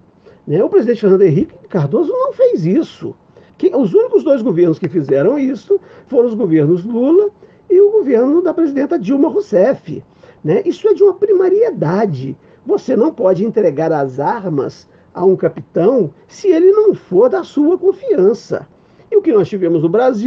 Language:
Portuguese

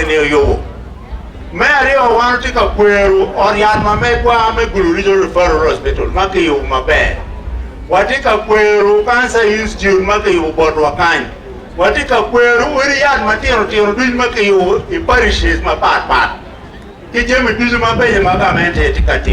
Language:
Acoli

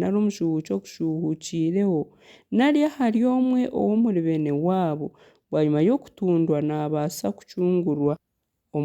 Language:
Nyankole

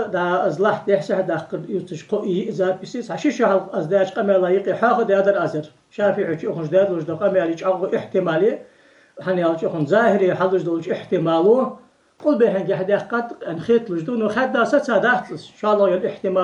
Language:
Ingush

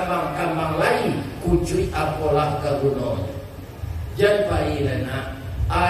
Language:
Minangkabau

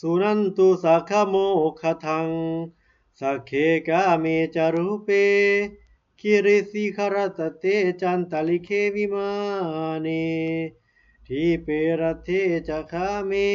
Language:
Pali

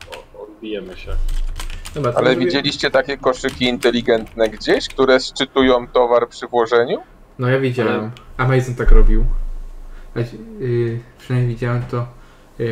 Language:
Polish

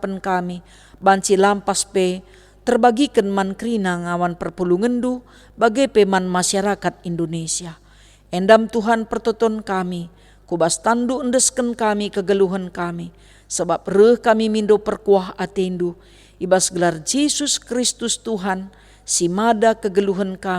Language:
Batak Karo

